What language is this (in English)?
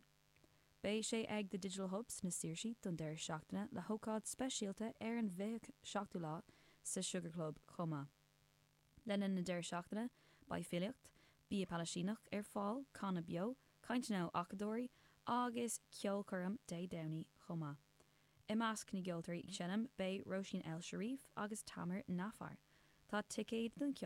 Irish